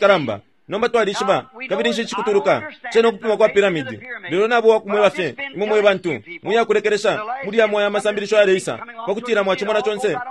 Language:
Bemba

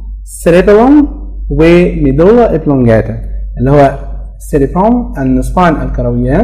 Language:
Egyptian Arabic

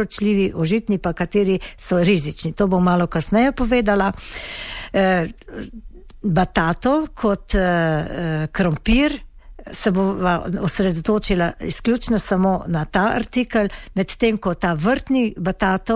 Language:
Slovenian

